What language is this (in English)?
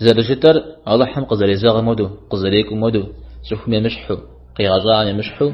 Kabardian